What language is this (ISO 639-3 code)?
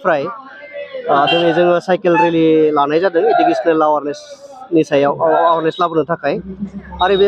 brx